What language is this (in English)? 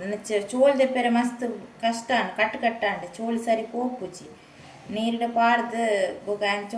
Tulu